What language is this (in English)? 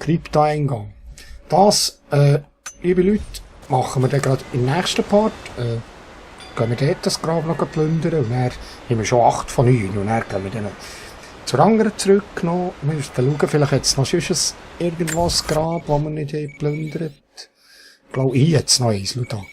Swiss German